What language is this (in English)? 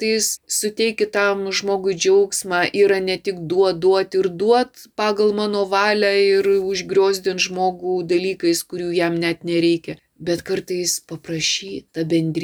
Lithuanian